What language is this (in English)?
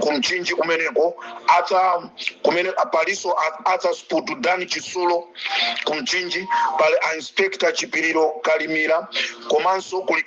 Nyanja